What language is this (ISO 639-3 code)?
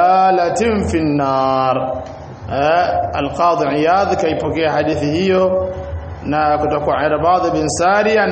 swa